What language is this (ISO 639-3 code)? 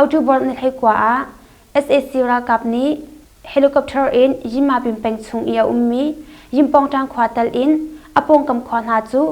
cnh